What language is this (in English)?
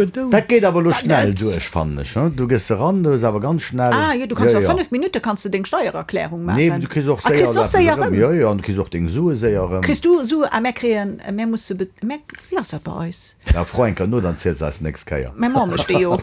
Luxembourgish